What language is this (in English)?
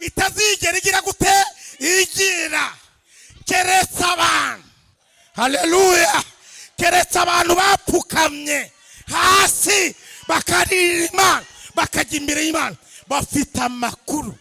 Kinyarwanda